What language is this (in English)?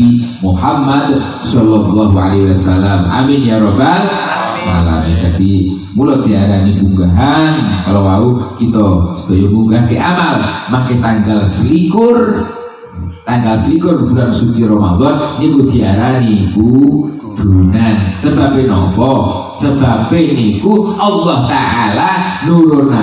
Javanese